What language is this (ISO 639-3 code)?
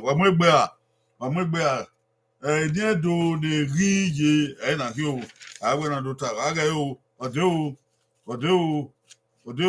bin